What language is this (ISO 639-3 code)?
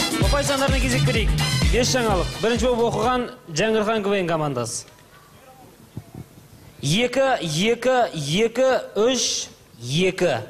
kaz